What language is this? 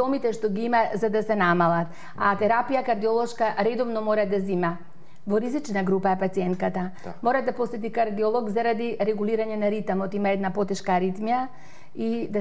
Macedonian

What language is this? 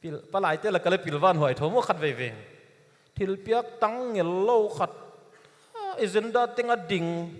Paite Chin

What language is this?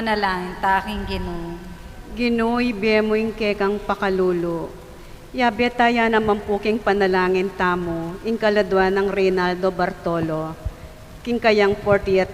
Pampanga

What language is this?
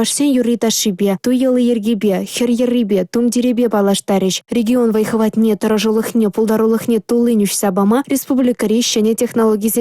Chuvash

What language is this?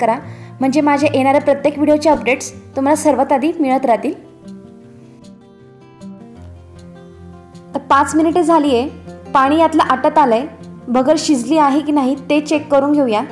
Marathi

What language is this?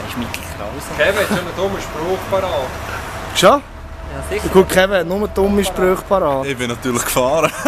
Swiss German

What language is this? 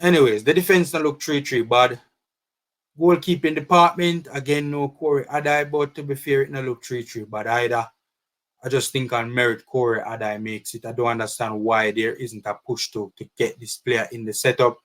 Jamaican Creole English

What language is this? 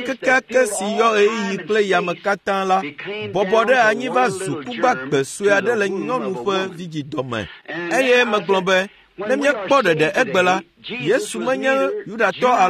Ewe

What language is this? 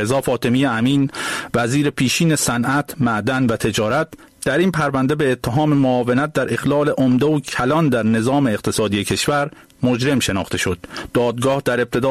Persian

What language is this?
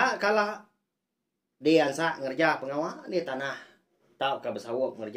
Iban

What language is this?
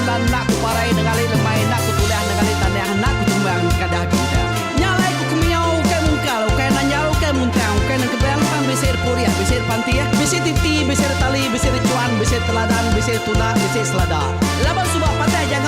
Iban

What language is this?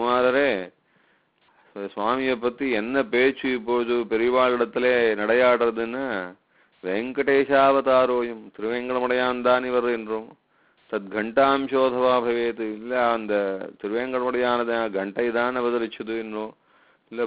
Tamil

